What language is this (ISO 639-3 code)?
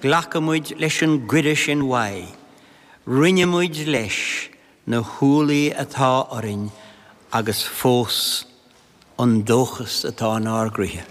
gle